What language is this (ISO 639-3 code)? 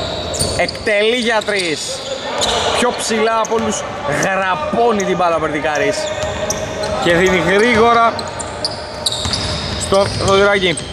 ell